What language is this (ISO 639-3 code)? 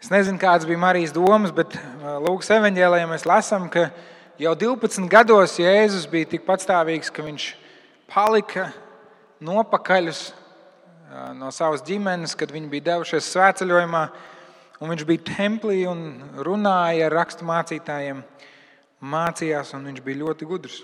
lav